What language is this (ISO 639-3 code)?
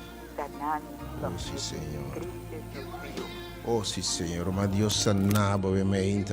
pap